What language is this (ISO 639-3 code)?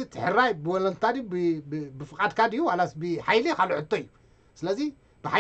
tir